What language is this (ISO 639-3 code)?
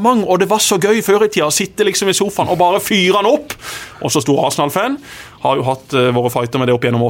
nor